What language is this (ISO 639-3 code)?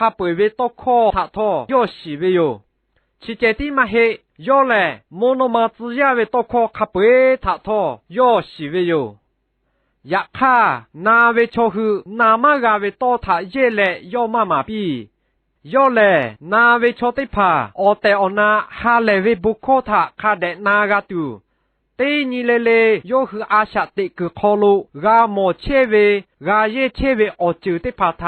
lhu